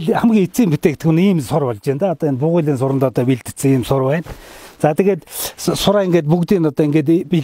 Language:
Mongolian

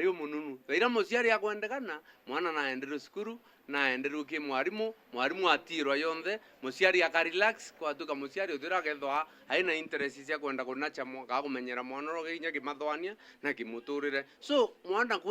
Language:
Meru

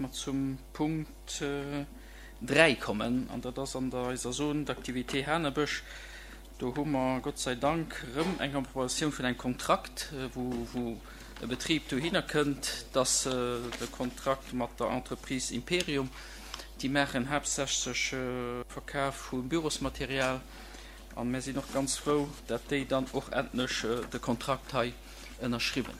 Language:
Luxembourgish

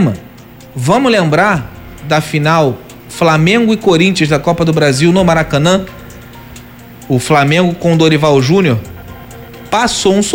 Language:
Portuguese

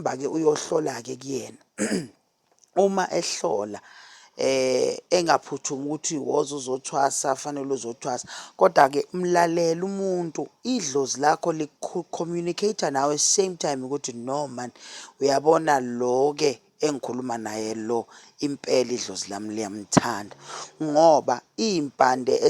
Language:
Zulu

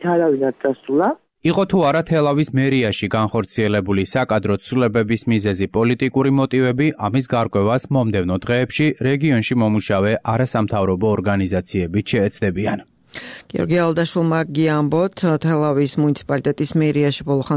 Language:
Georgian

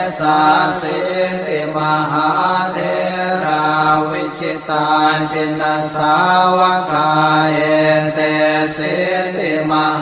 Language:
Pali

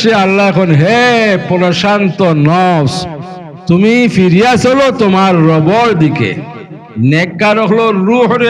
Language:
Sylheti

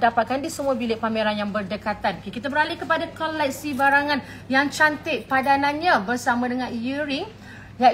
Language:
Malay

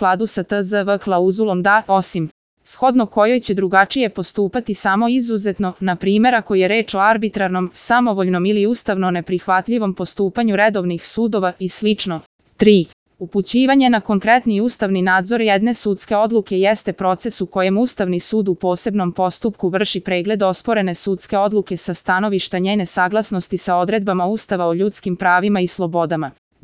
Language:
Serbian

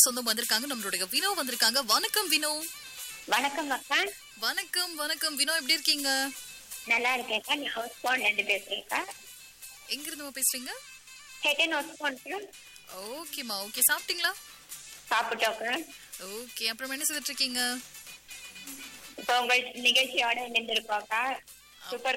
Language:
Tamil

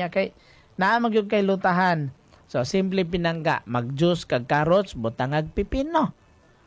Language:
Cebuano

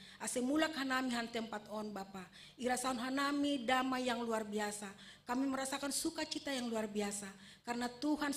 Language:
Batak Simalungun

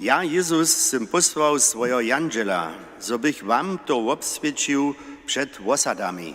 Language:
Upper Sorbian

